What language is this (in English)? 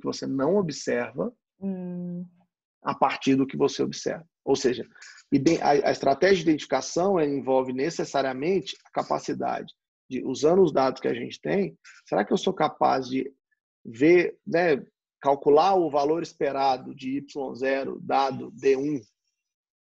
Portuguese